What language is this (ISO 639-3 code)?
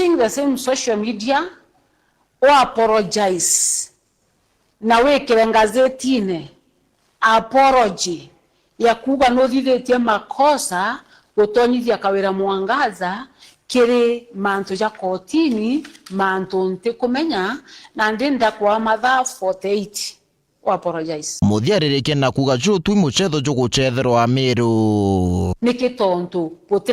mer